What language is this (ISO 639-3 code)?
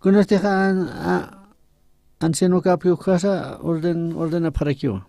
aym